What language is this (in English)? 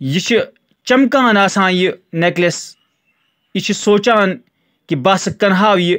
Kashmiri